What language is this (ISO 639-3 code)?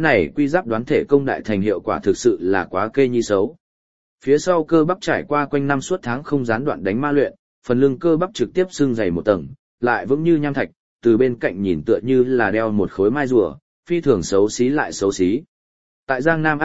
vie